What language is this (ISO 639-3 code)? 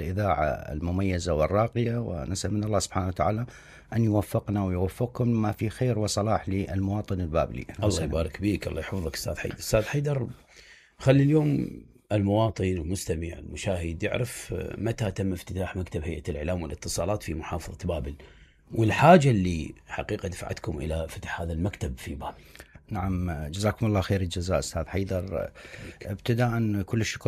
acm